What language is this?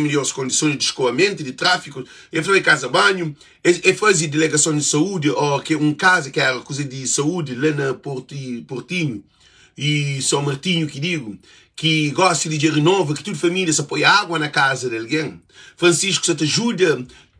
Kabuverdianu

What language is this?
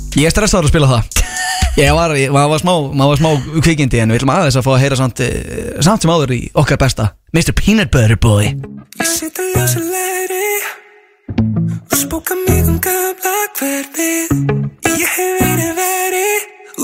Icelandic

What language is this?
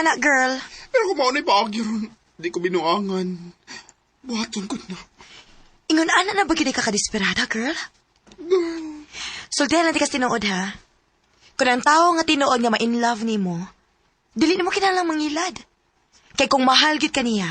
Cebuano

